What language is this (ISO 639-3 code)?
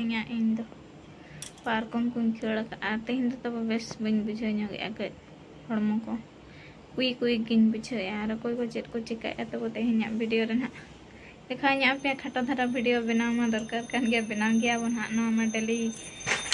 sat